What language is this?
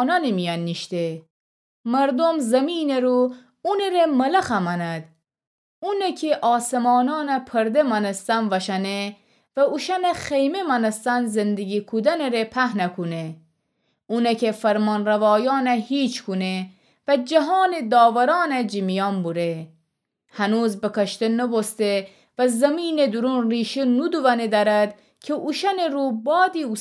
Gilaki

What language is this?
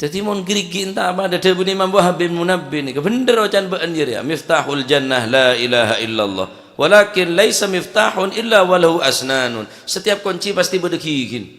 Madurese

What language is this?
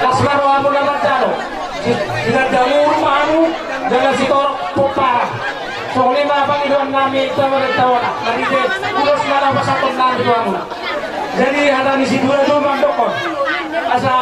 Batak Toba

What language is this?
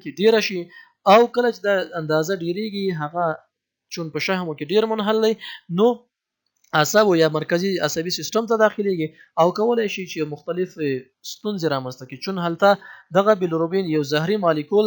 Pashto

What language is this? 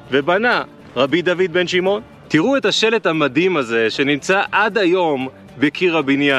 Hebrew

